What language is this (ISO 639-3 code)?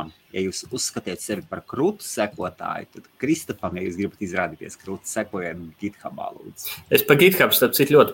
lav